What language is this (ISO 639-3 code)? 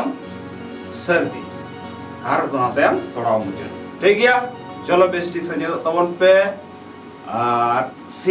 sat